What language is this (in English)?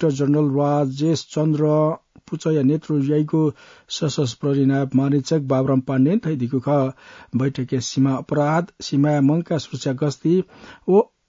Newari